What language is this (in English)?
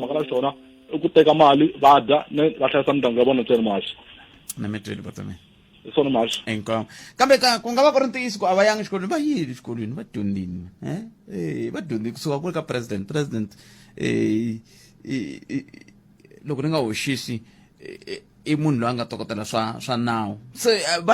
Tsonga